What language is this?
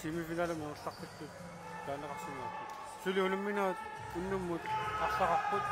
Kalaallisut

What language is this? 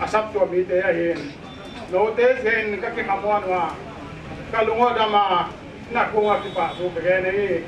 Paite Chin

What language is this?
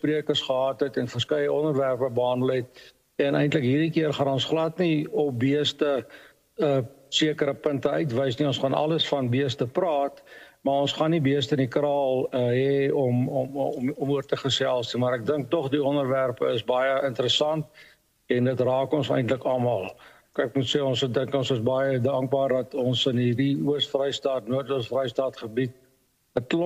Afrikaans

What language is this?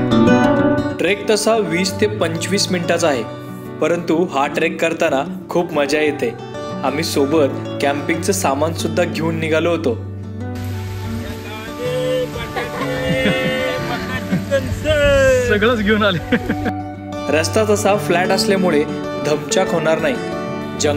Marathi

